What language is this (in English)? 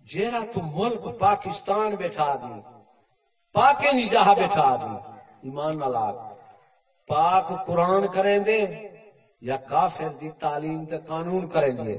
Saraiki